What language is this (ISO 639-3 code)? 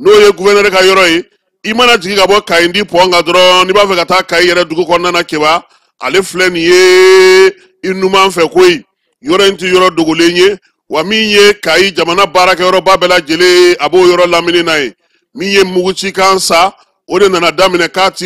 bam